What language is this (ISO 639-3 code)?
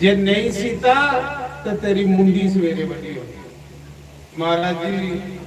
doi